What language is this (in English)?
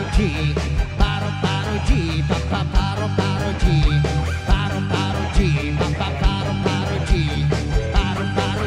Filipino